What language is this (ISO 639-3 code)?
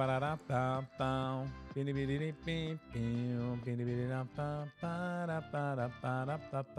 yid